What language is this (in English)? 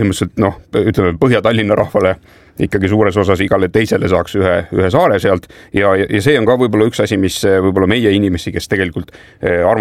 Estonian